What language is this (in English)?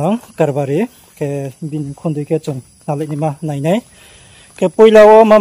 Riang (India)